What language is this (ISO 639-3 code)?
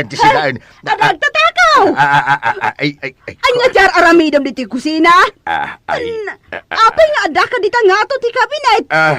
ilo